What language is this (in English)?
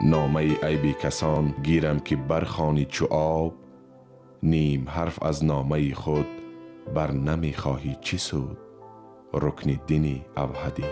Tajik